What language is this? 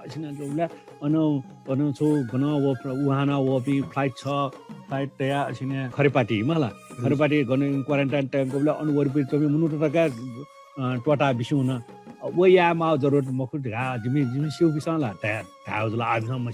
Newari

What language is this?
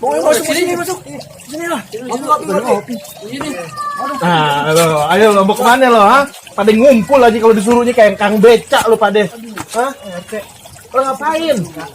Betawi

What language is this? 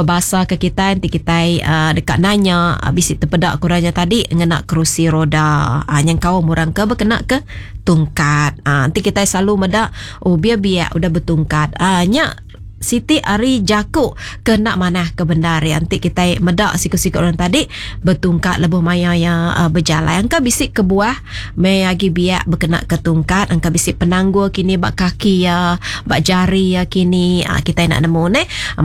Iban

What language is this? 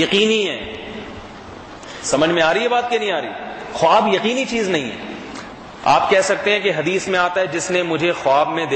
Urdu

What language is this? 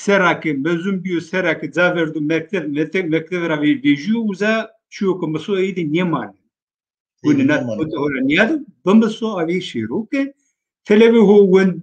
Zaza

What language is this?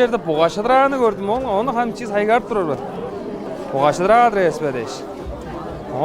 Tuvinian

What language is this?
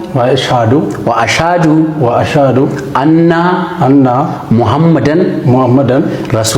Oromo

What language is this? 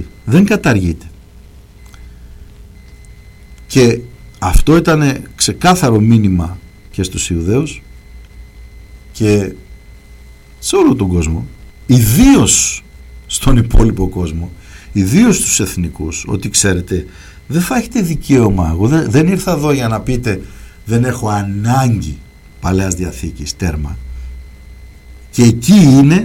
Greek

